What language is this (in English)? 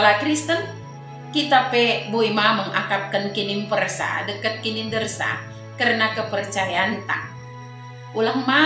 Batak Dairi